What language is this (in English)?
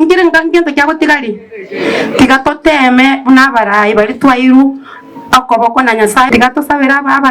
Gusii